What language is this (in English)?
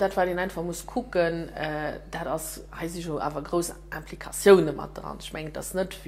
Luxembourgish